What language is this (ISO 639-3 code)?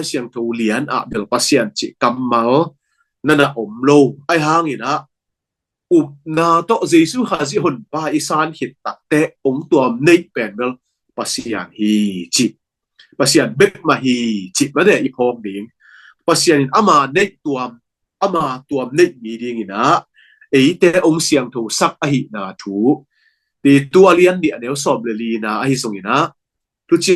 ctd